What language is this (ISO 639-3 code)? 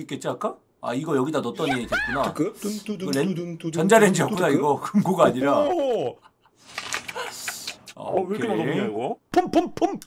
kor